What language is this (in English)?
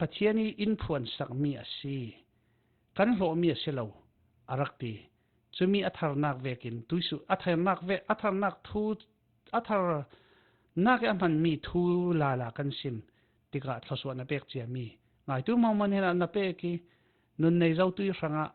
Falam Chin